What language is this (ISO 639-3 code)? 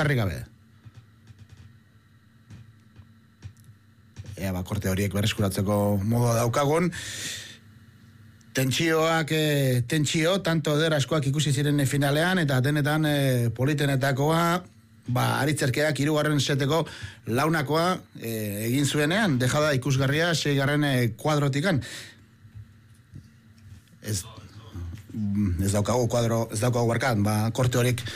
eus